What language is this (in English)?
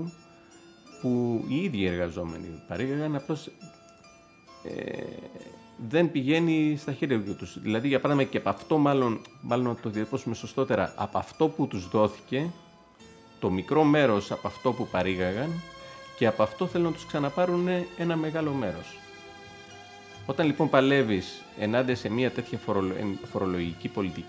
Greek